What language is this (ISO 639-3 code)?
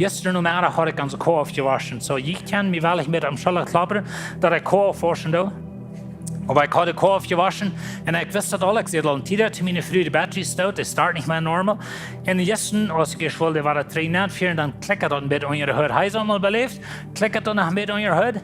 pdt